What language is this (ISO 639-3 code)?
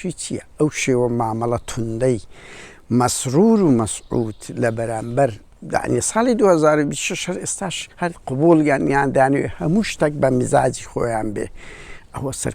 ckb